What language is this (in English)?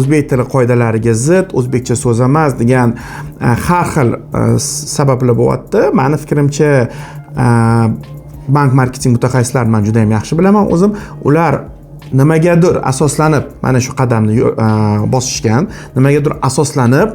Uzbek